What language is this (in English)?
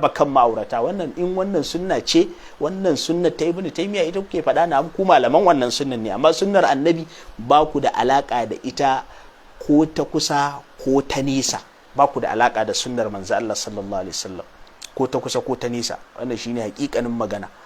Hausa